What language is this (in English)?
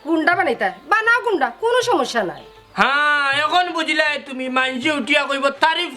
Sylheti